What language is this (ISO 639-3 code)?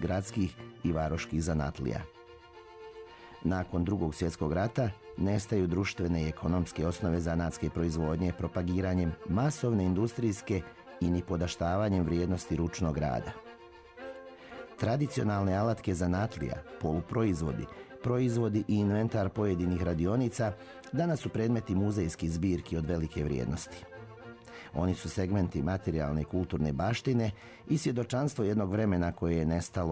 srp